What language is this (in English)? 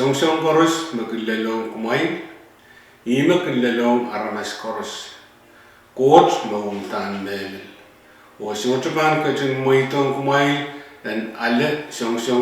Pohnpeian